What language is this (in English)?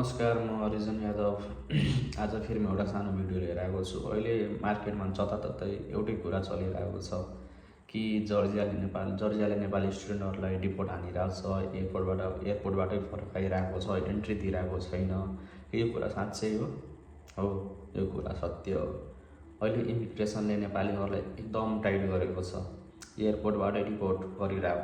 Nepali